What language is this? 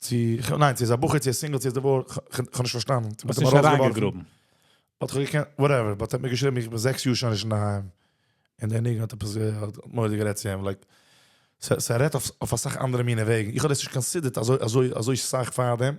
Yiddish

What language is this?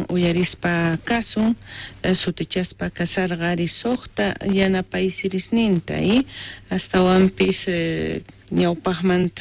South Bolivian Quechua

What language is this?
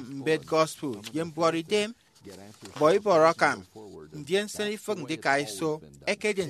Efik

